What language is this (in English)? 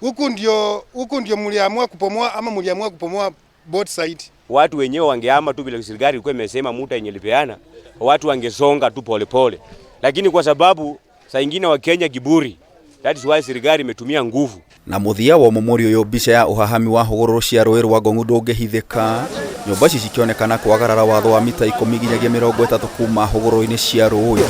Kikuyu